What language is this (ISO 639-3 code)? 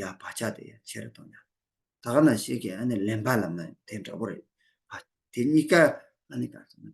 bod